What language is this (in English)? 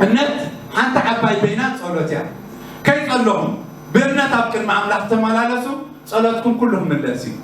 Tigrinya